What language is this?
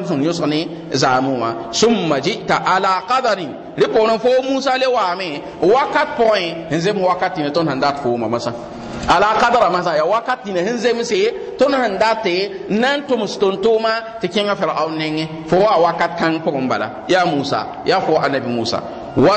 Mossi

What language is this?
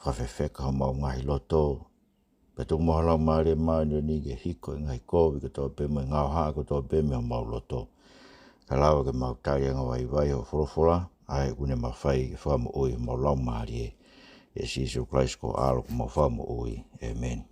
Tongan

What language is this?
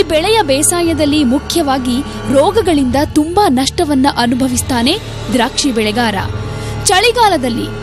Kannada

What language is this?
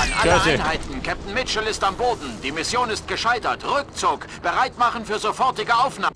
Bavarian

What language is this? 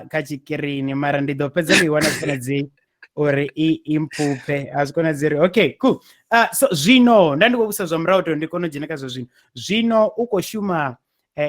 Venda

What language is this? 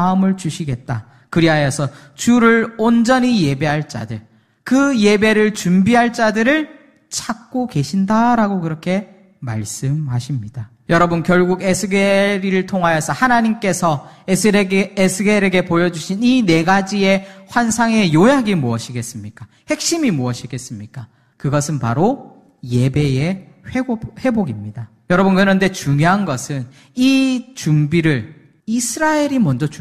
Korean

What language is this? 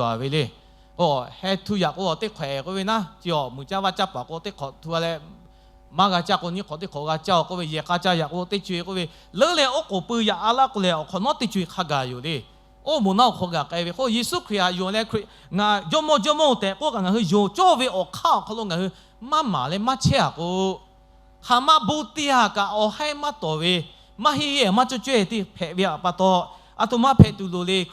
Lahu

